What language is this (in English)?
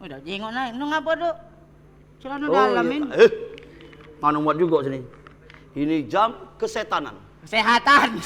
Musi